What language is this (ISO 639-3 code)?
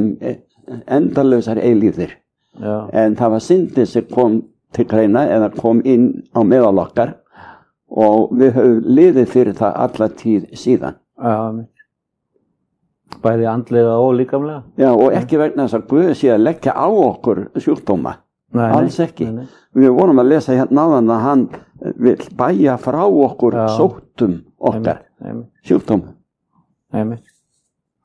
isl